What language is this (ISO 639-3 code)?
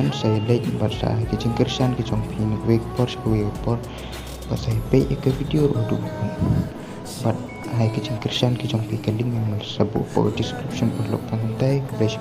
kha